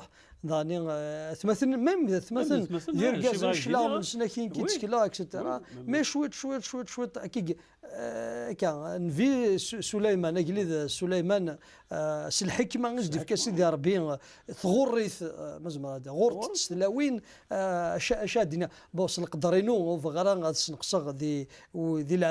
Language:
Kabyle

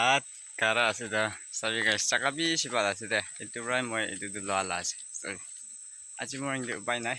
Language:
Naga Pidgin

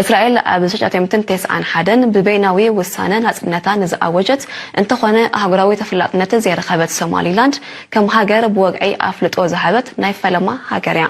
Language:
Tigrinya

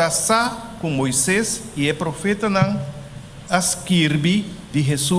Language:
Papiamento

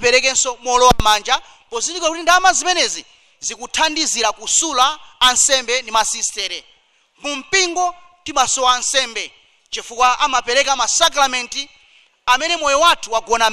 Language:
Nyanja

